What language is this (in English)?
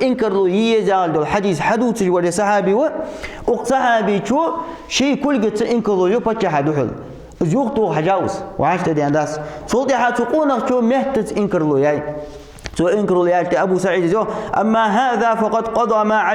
Ingush